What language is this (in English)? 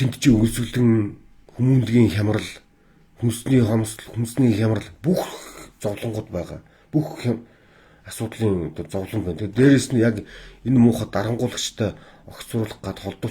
Mongolian